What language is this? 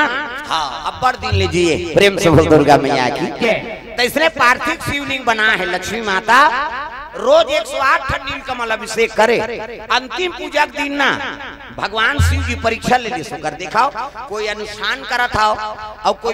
Chhattisgarhi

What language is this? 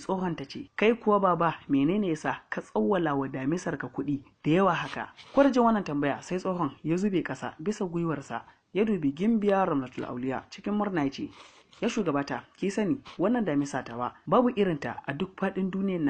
Hausa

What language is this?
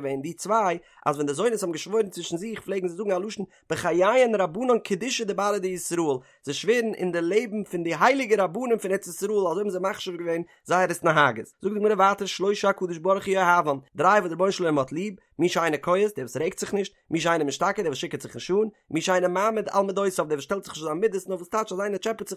Yiddish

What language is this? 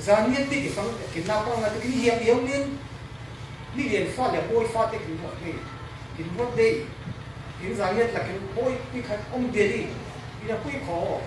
Falam Chin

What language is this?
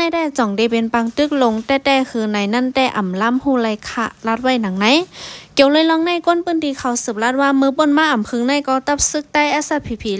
Shan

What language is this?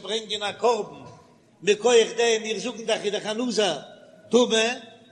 Yiddish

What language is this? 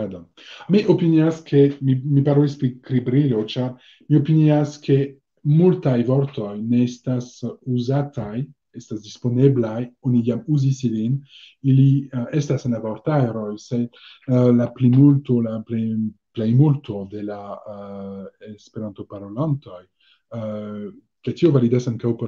Esperanto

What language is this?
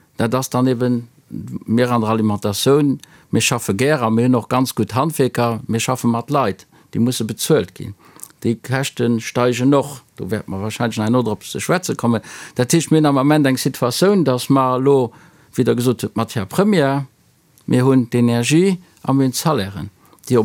Luxembourgish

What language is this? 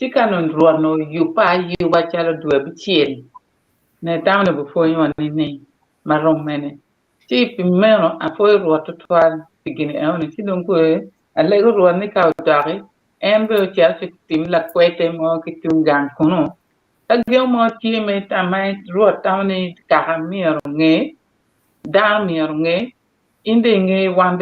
Acoli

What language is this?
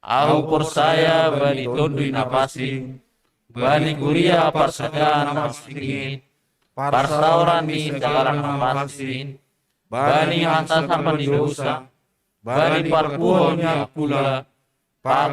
Batak Simalungun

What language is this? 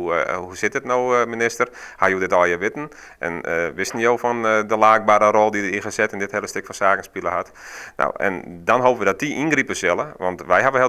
Western Frisian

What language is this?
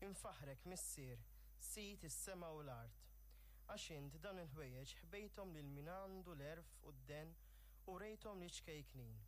Maltese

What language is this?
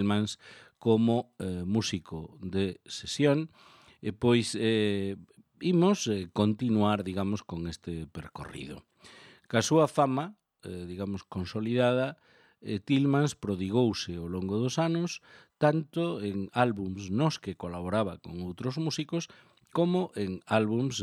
Galician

